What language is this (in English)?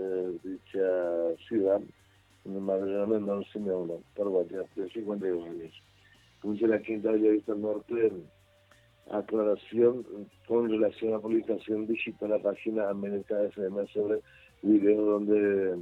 Spanish